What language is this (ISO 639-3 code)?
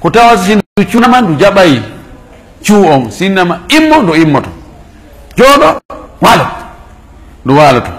ful